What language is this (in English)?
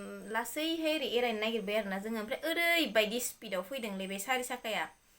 Bodo